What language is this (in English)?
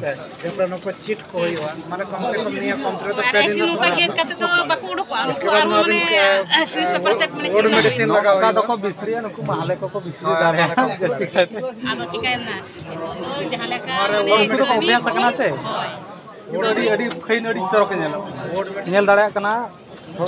Santali